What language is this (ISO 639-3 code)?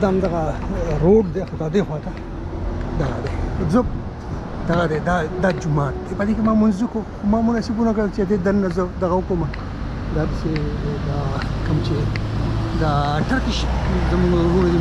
pus